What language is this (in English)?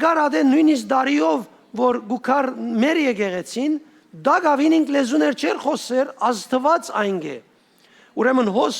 Western Armenian